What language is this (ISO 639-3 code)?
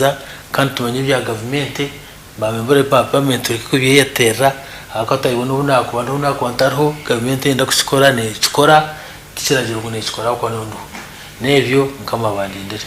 nyn